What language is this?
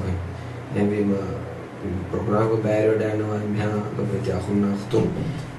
Divehi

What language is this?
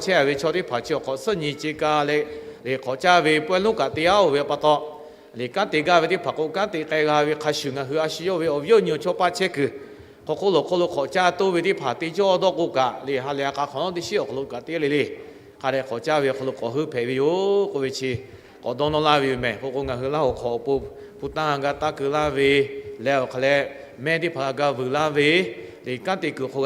Lahu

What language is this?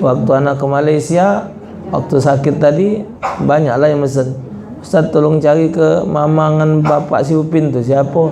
Musi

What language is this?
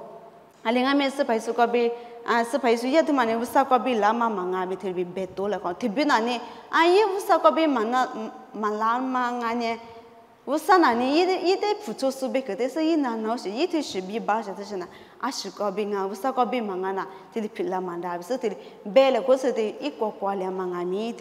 Lisu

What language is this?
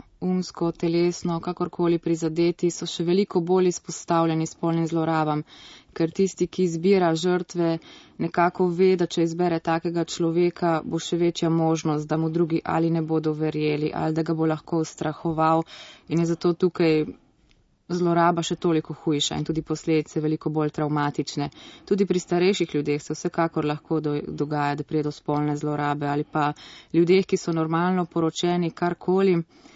Slovenian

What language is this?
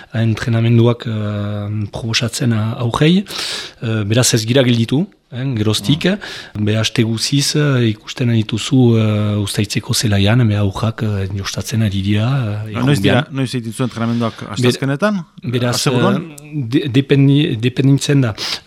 Basque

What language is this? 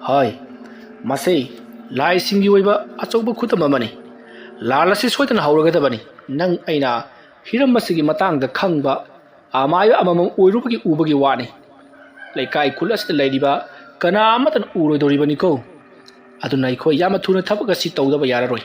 Manipuri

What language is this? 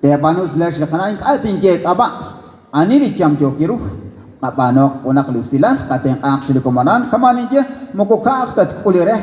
Kekchí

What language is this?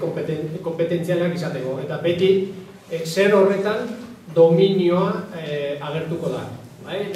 Basque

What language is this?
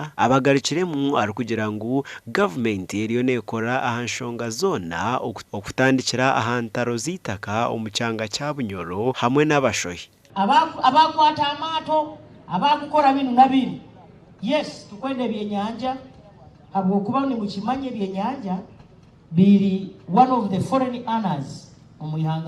Nyankole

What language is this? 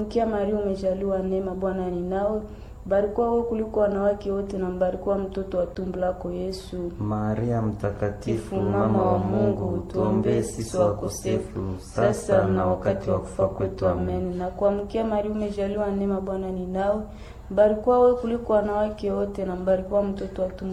Swahili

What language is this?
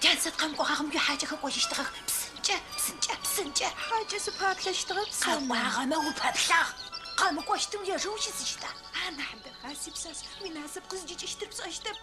Adyghe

